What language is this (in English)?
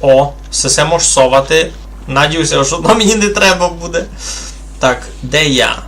Rusyn